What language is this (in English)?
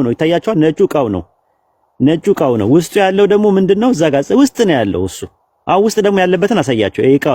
Amharic